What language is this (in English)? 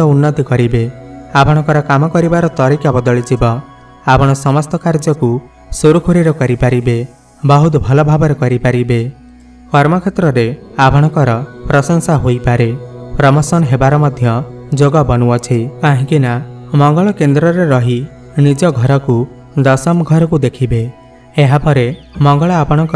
Odia